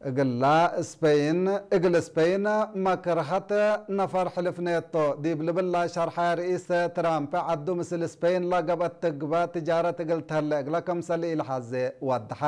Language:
Tigre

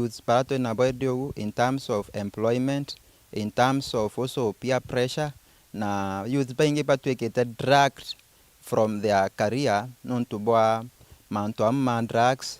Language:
Meru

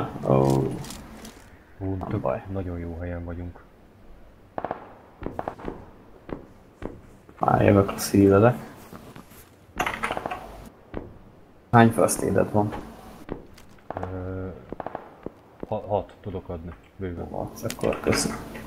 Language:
Hungarian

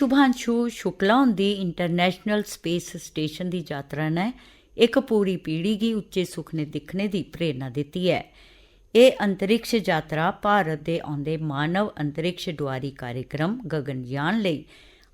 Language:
Dogri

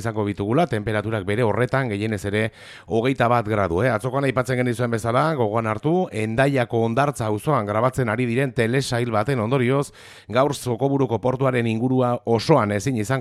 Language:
Basque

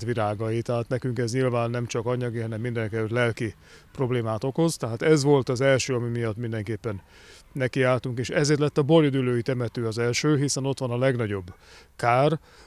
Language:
Hungarian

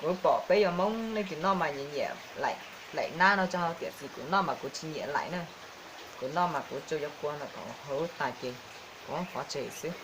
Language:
Hmong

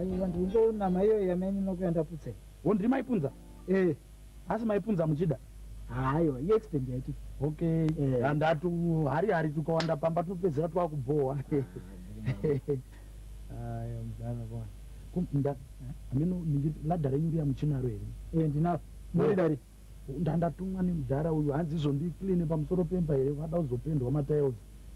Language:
Shona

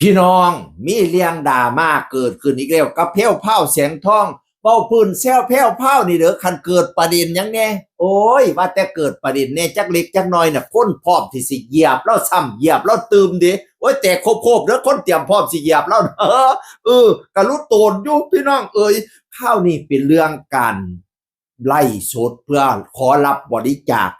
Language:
Northeastern Thai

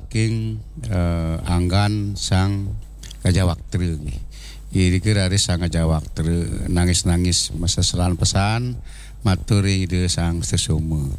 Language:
Balinese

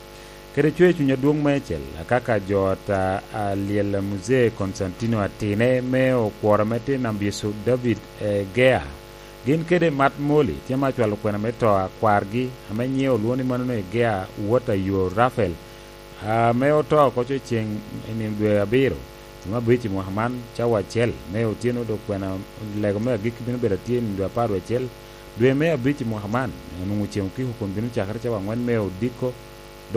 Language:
Lango (Uganda)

